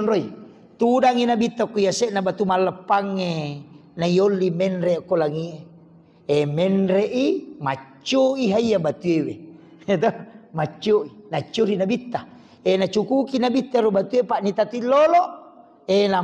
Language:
Buginese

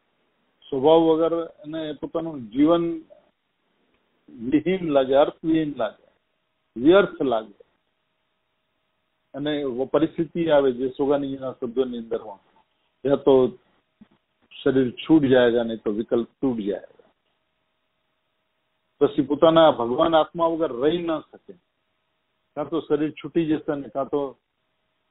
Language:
Gujarati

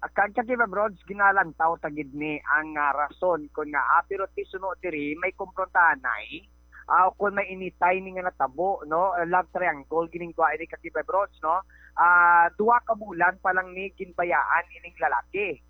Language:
Hiligaynon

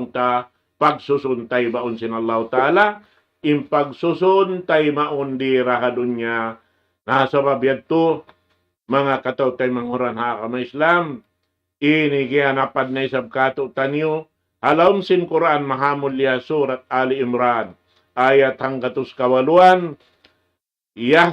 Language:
Tausug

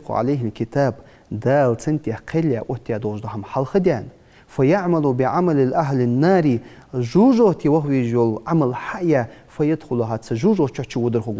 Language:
Ingush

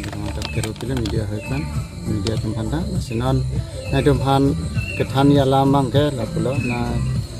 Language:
Karbi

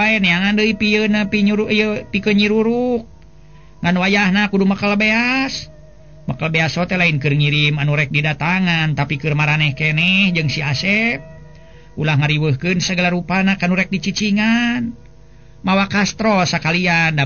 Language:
Sundanese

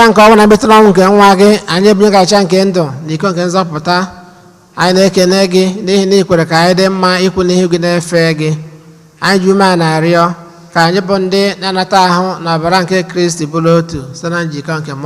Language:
Igbo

